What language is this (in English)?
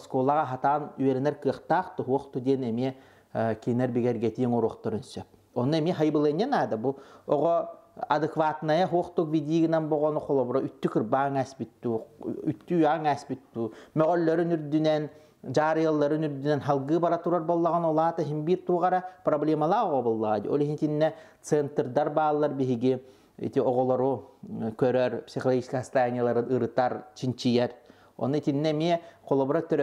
Yakut